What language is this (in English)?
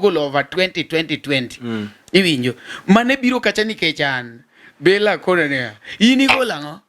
Luo (Kenya and Tanzania)